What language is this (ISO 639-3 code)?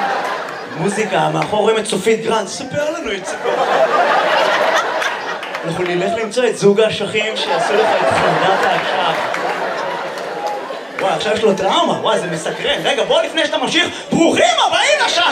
heb